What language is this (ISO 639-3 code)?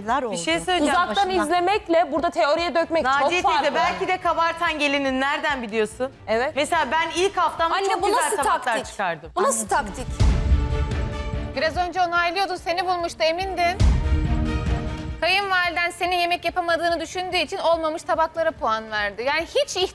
tur